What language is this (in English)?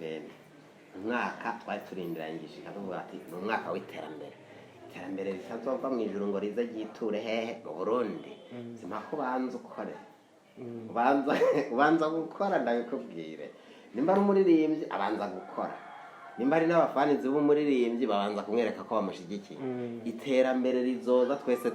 Rundi